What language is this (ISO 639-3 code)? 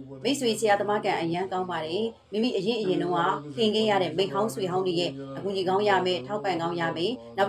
mya